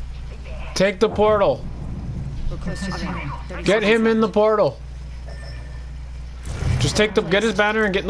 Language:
English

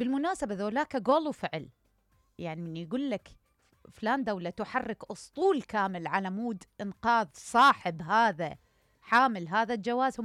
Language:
Mesopotamian Arabic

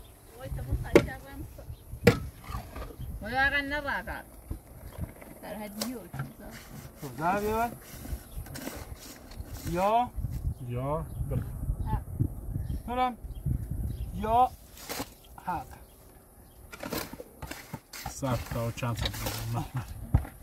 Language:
Persian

